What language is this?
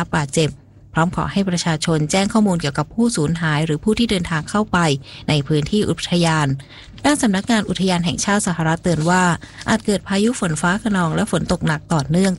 Thai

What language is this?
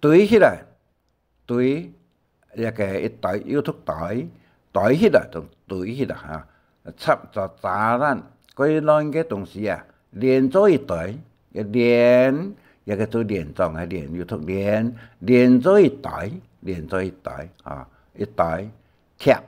Hakka Chinese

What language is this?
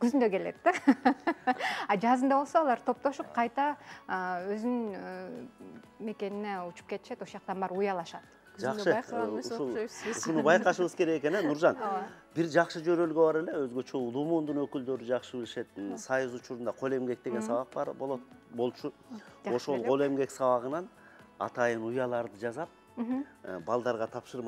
Kyrgyz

